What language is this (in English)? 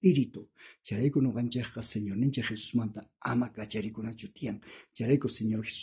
South Bolivian Quechua